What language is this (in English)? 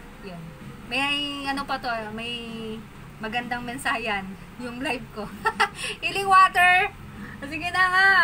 Filipino